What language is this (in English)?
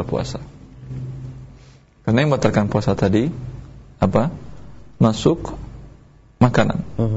Indonesian